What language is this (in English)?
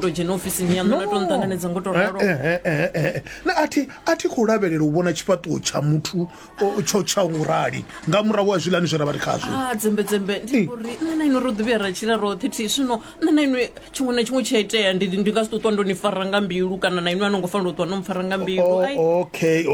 Venda